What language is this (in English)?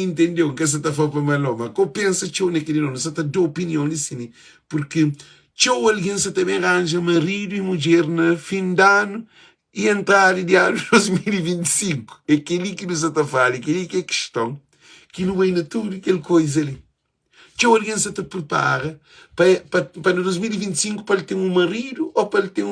Kabuverdianu